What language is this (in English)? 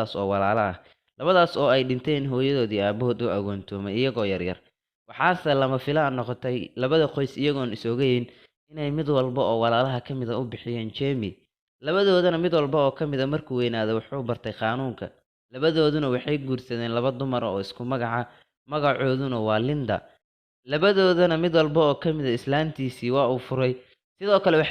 Somali